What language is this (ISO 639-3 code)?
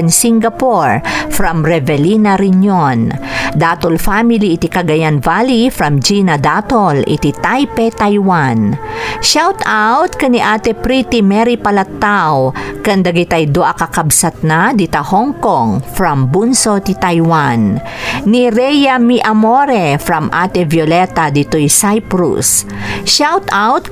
ilo